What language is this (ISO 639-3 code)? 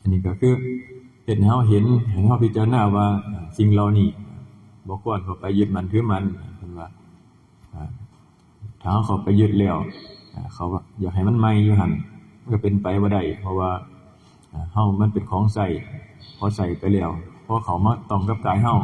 tts